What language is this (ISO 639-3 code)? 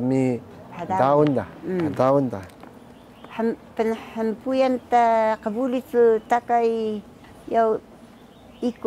trv